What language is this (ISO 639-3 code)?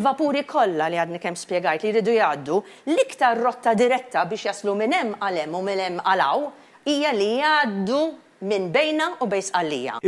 mlt